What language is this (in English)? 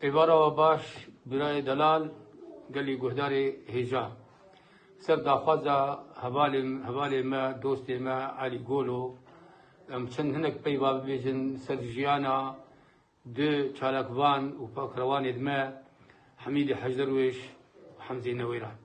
Kurdish